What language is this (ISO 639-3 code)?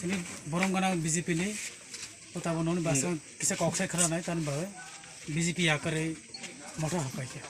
trp